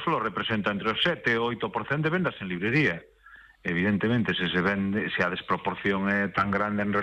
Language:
Galician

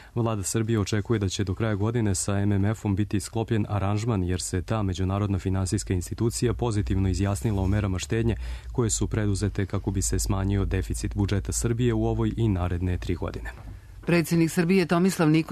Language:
Serbian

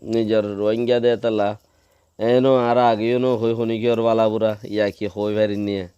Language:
Rohingya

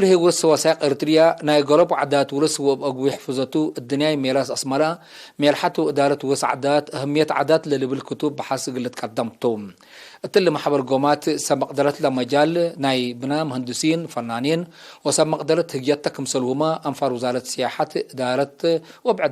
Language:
Tigre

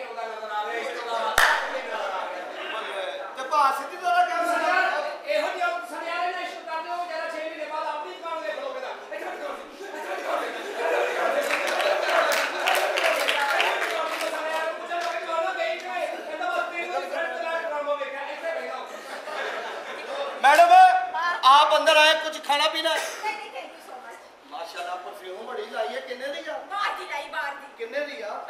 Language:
Punjabi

